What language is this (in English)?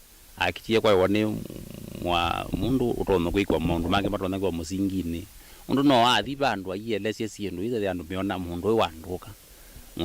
Kamba